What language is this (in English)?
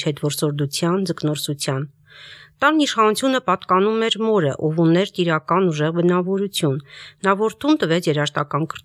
Armenian